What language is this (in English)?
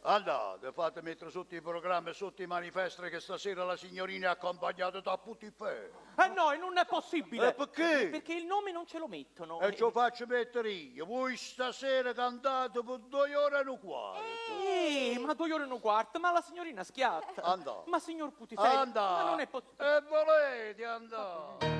Neapolitan